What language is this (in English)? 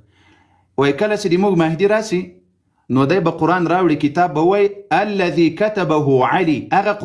Pashto